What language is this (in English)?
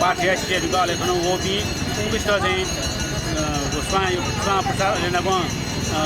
Newari